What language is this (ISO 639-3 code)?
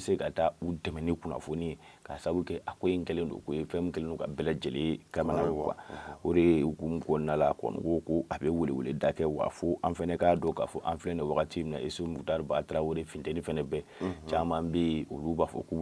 bam